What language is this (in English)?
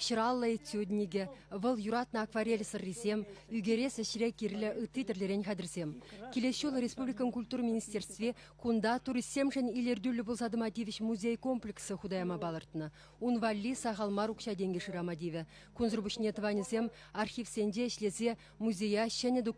Chuvash